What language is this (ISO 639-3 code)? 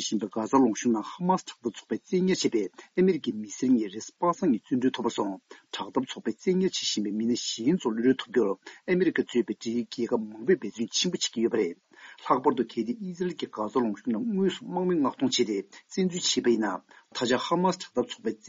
bod